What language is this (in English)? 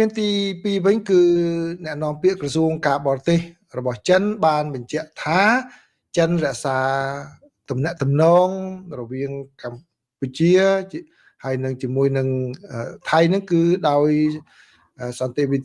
Khmer